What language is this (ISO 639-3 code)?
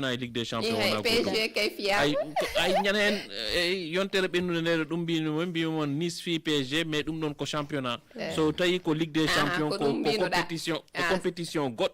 ful